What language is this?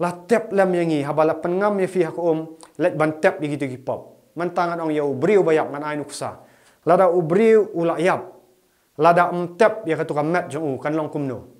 Khasi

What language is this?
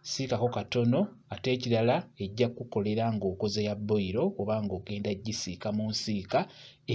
Ganda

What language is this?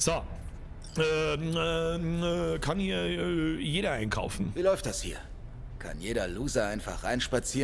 Bavarian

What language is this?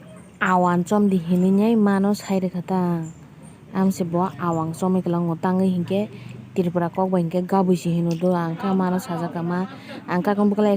Kok Borok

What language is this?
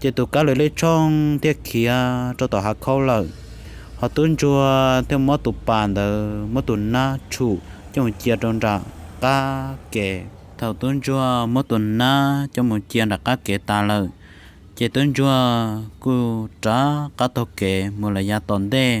Hmong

